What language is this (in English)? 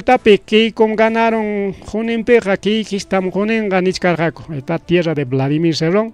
Ayacucho Quechua